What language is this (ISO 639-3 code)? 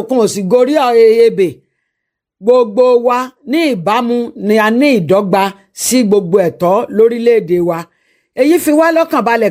yor